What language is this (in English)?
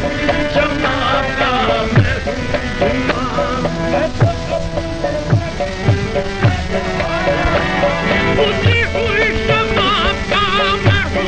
Urdu